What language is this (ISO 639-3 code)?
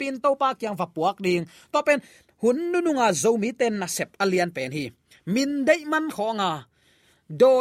ctd